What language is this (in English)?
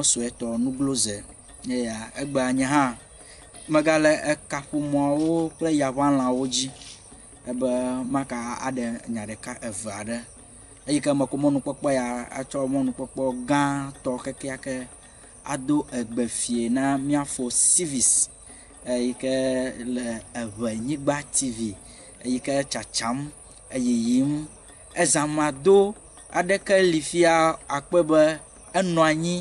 Ewe